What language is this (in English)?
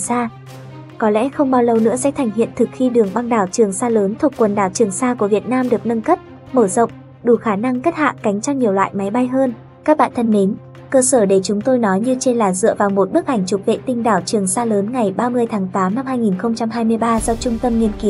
Vietnamese